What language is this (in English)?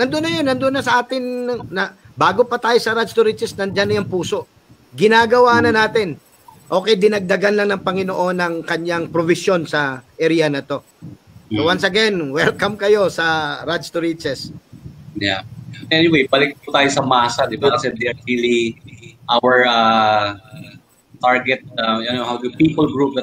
Filipino